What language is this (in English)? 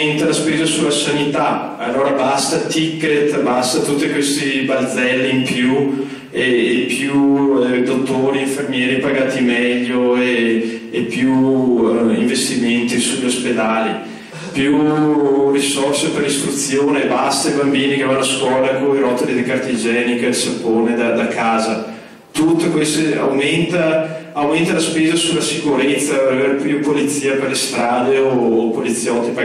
Italian